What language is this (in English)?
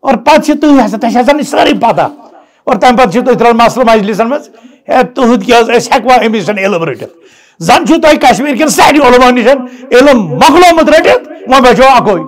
Kashmiri